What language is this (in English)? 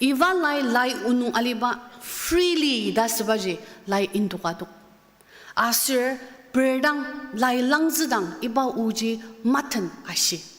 Ao Naga